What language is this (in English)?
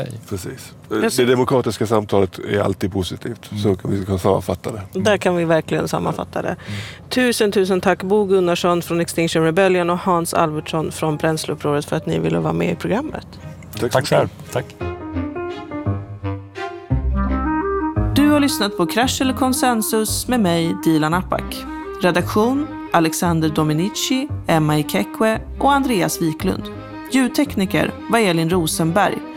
Swedish